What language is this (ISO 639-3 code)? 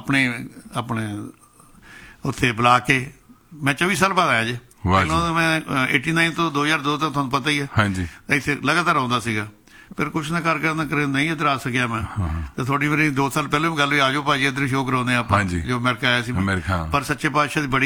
pan